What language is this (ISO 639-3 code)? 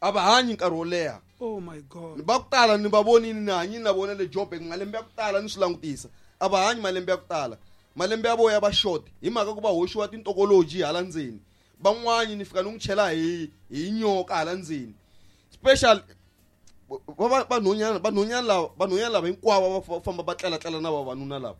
tso